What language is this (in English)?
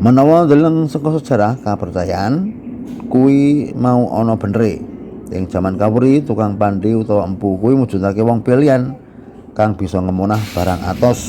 Javanese